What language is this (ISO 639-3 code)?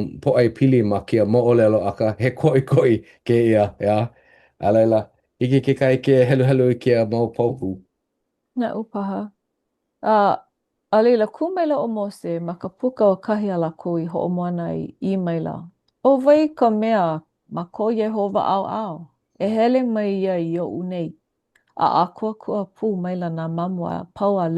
haw